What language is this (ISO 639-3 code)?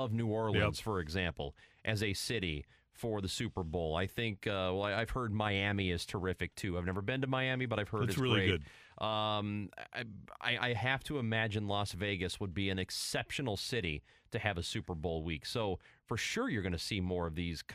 eng